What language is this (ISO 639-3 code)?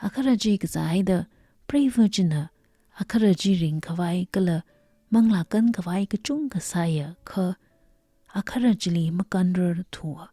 nmf